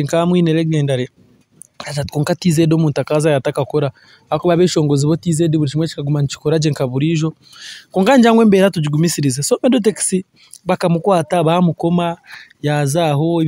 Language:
Nyankole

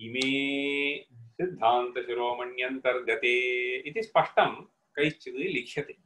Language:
Sanskrit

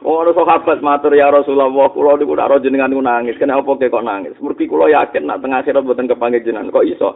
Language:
Javanese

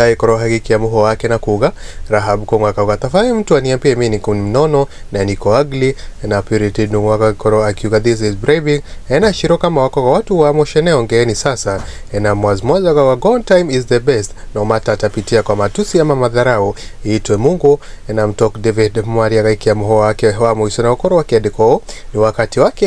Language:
Kikuyu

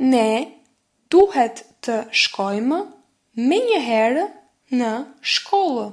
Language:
Albanian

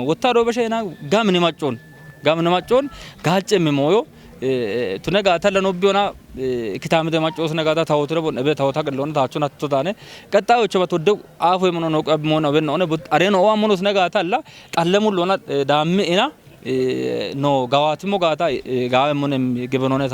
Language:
Kafa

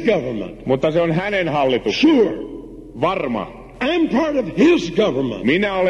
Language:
Finnish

